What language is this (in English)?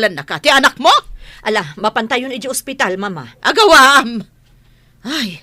Iloko